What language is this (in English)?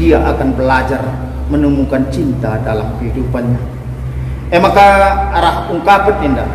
Batak Karo